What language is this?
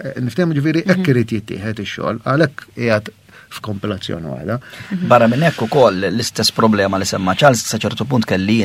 Maltese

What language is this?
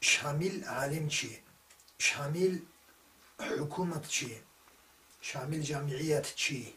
Avaric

